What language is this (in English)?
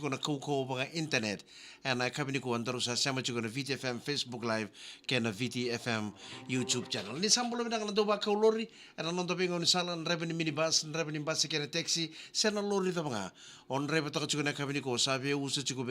Fijian